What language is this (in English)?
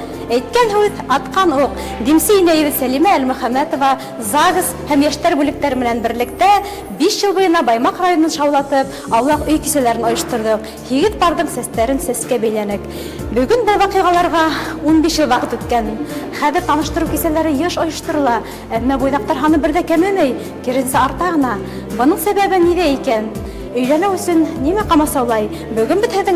Bashkir